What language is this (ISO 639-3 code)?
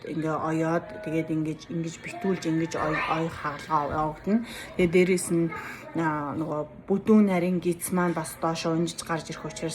mon